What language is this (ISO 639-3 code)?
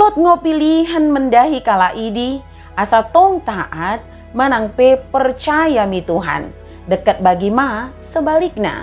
btd